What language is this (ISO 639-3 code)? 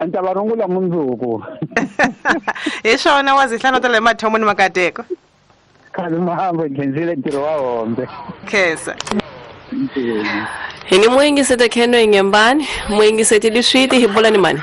tso